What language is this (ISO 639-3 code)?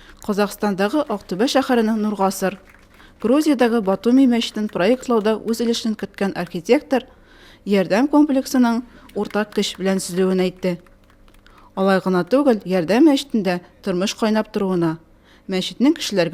tat